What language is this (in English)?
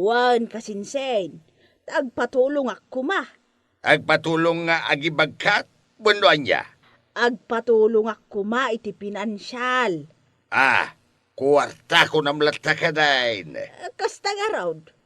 Iloko